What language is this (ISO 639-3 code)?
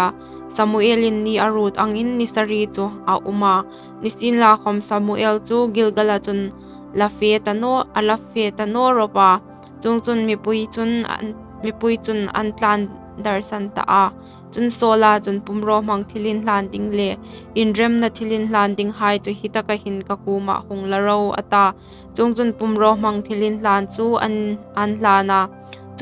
hmr